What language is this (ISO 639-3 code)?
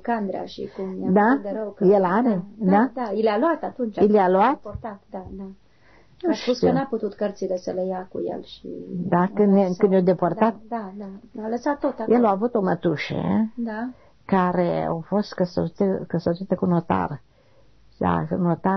ron